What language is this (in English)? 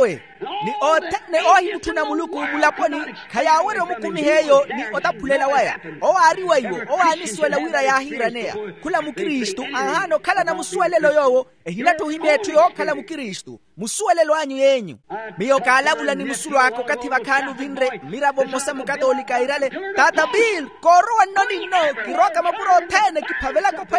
Makhuwa